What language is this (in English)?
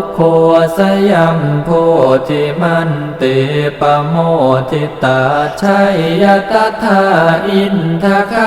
Pali